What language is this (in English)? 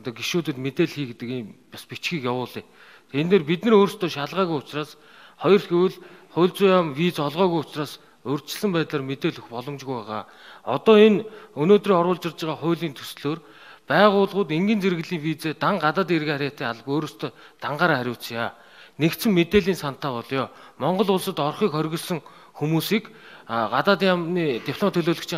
Mongolian